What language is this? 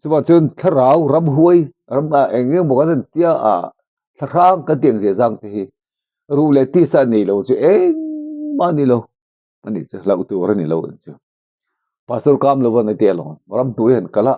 Mizo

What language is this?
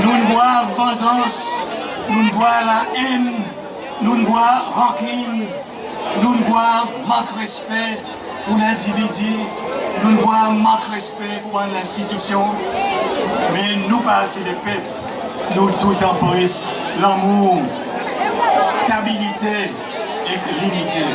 Seselwa Creole French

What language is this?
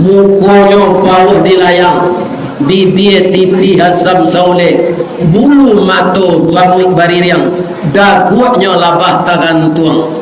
Minangkabau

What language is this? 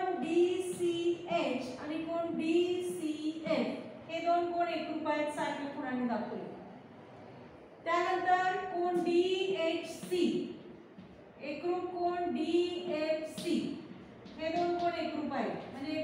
Marathi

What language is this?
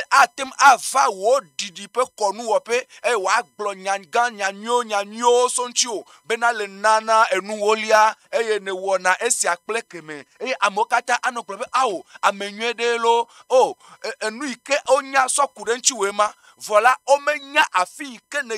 Ewe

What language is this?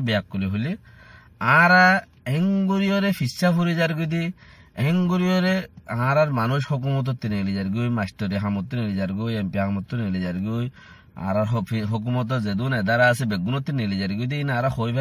Rohingya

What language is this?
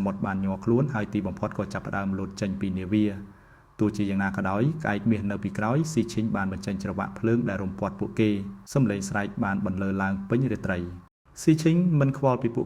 Khmer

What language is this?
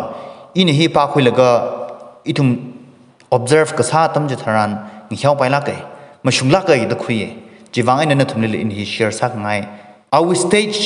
Tangkhul Naga (India)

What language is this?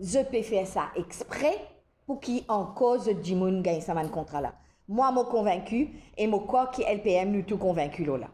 Morisyen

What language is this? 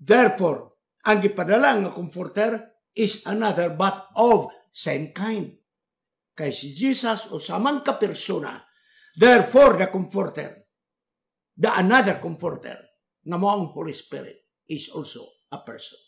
Cebuano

